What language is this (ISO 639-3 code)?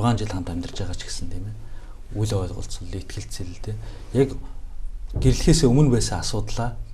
mon